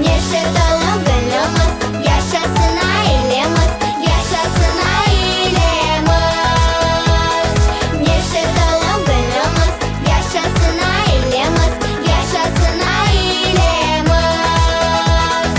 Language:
Crimean Tatar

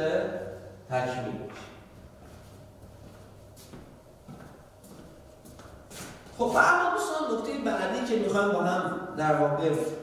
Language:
Persian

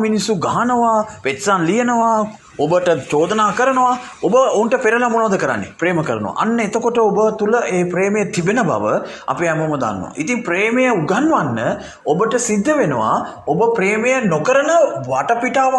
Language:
Sinhala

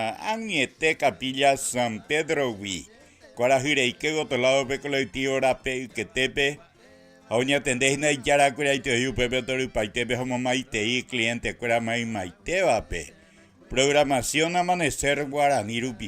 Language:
Guarani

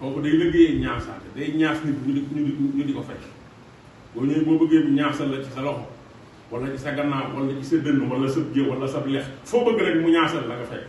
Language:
Wolof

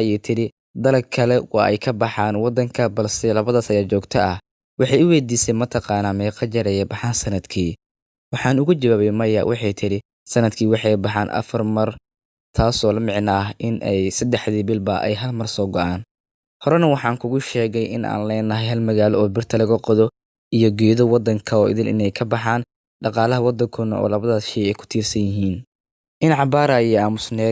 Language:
Somali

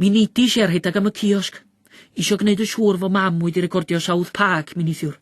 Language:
Welsh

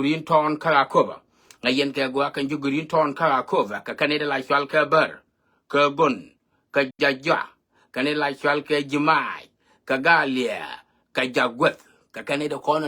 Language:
Nuer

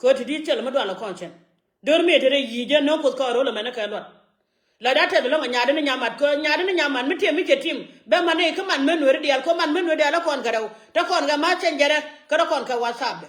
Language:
Nuer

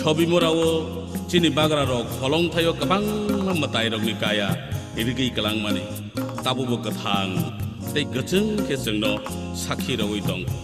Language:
Kok Borok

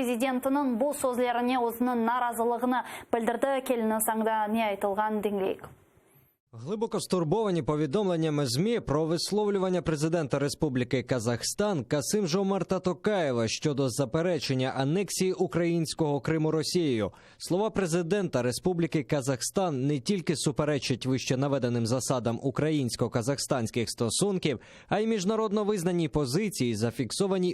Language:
Crimean Tatar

